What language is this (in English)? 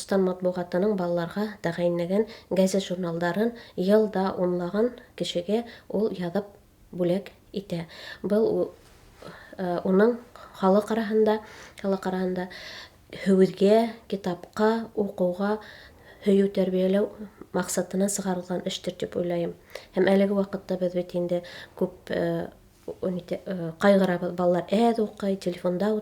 Bashkir